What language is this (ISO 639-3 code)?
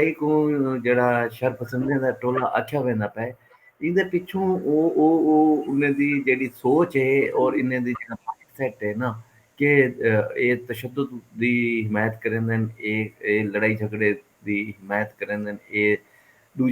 skr